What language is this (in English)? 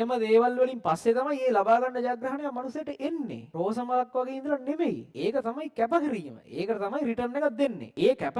Sinhala